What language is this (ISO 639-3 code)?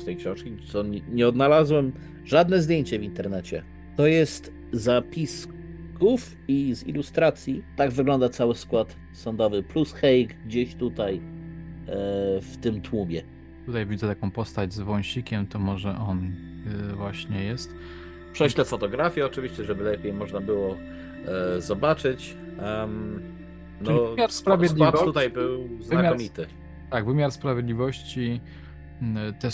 pol